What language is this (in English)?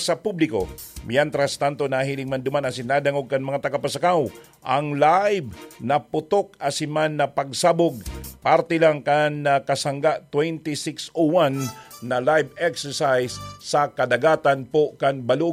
Bikol